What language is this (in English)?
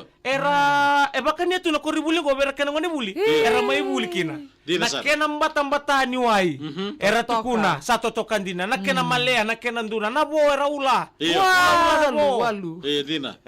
Fijian